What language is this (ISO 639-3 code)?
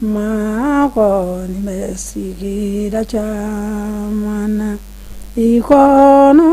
bam